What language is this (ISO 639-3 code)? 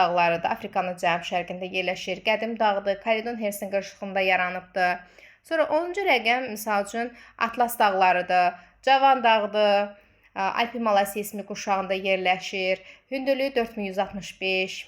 aze